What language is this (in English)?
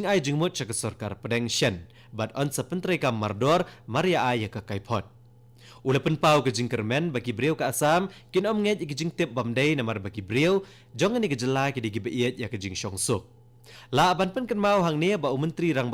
Khasi